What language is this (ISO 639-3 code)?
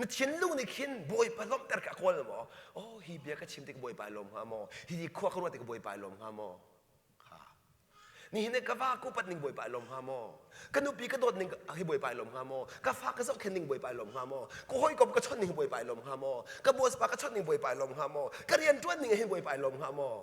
cnh